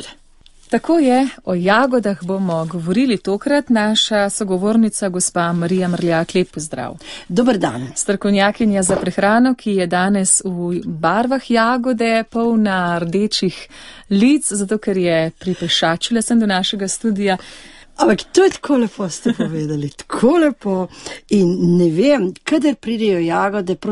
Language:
Slovenian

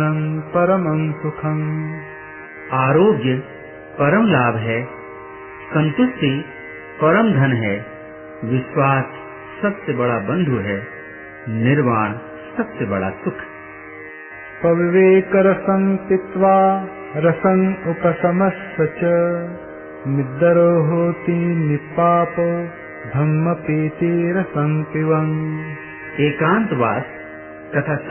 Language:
Hindi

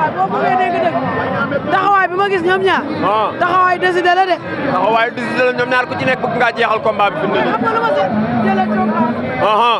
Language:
Wolof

